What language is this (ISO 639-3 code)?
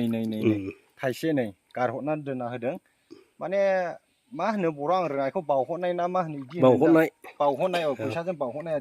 brx